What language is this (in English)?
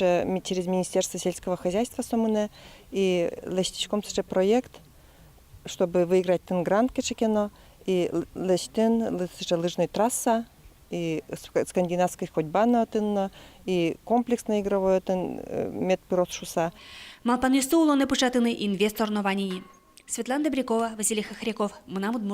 Udmurt